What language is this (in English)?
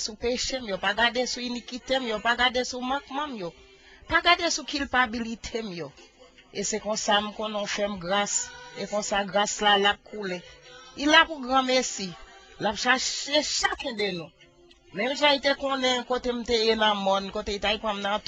Haitian Creole